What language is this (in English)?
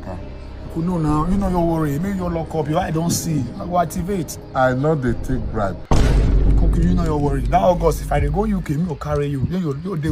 Nigerian Pidgin